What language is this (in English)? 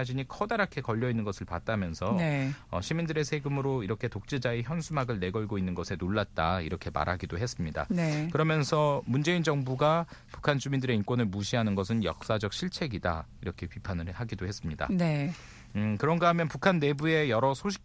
Korean